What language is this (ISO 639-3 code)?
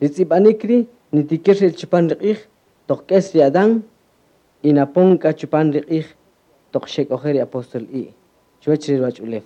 cak